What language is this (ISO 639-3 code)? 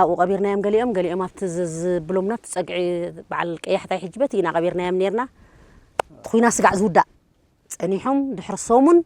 tir